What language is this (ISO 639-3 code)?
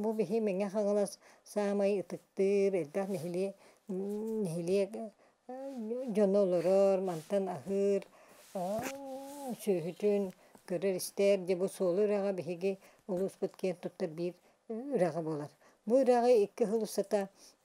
sah